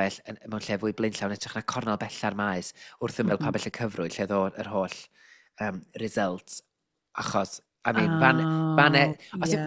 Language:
Welsh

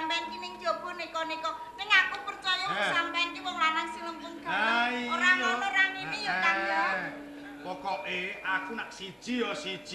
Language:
Javanese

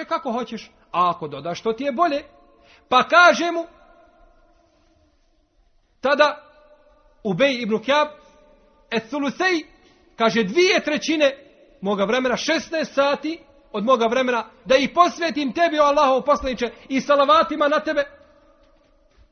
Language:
Bosnian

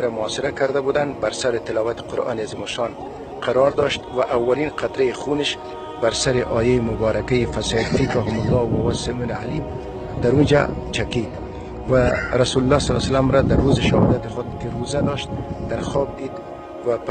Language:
Tajik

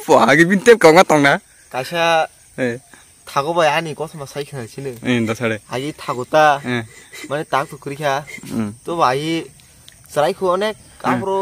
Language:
Kok Borok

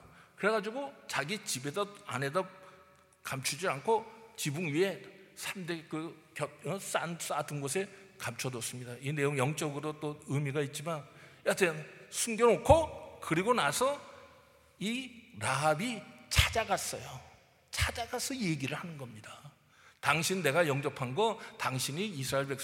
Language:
Korean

